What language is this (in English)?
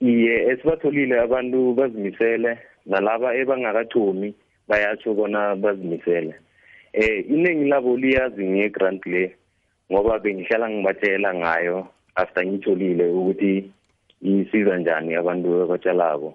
South Ndebele